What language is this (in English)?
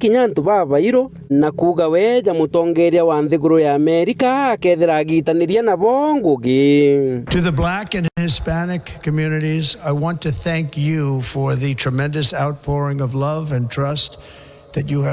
Meru